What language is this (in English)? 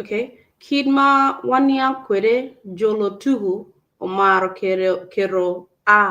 Acoli